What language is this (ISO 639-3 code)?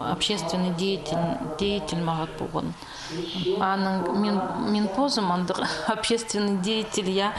kjh